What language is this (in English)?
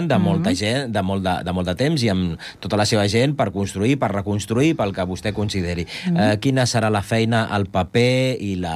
Catalan